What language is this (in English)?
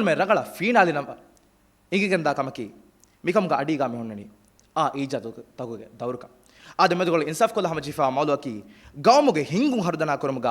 Divehi